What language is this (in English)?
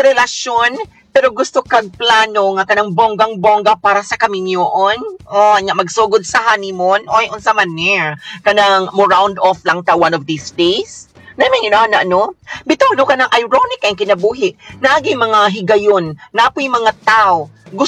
Cebuano